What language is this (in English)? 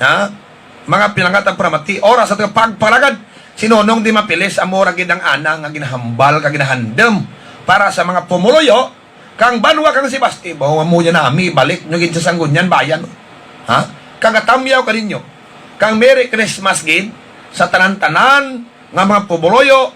Hiligaynon